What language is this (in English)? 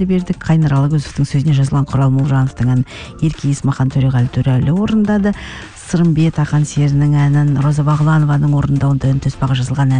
Kazakh